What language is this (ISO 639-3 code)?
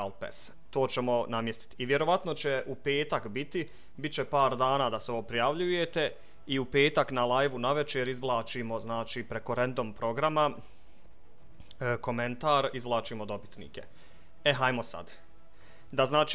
bos